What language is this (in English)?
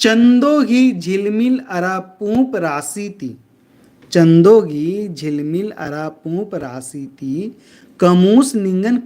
Kurukh